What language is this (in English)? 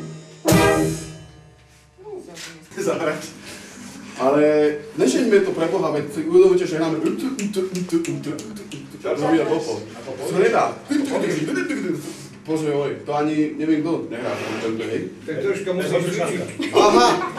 Slovak